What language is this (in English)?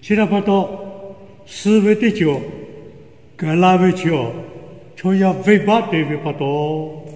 Lahu